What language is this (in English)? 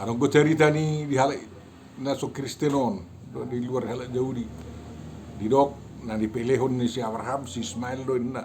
Batak Toba